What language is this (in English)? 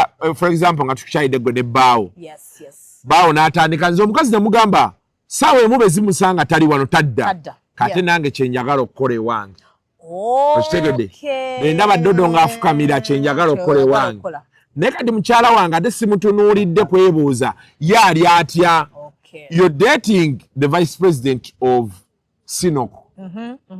Ganda